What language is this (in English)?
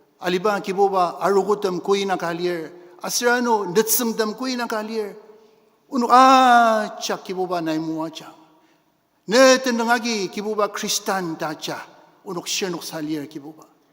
Ao Naga